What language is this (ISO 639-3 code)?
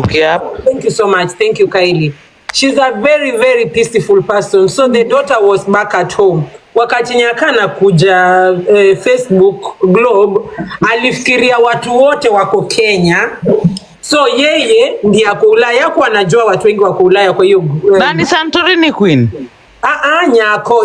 swa